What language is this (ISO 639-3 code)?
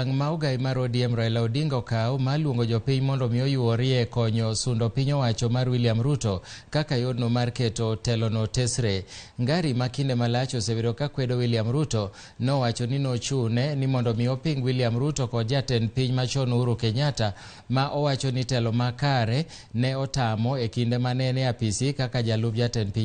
luo